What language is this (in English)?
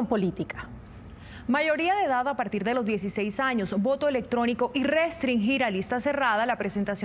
Spanish